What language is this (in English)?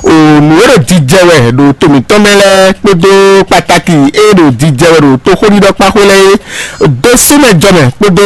Fon